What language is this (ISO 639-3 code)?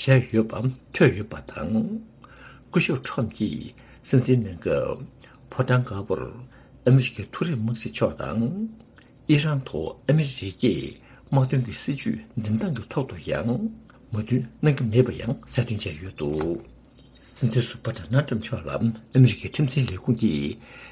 bod